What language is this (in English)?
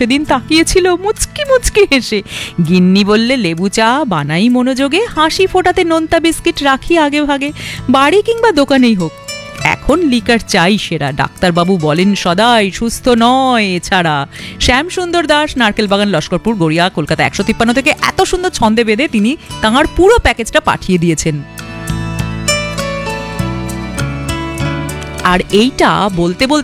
Bangla